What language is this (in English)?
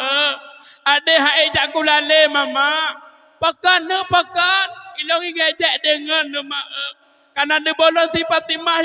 Achinese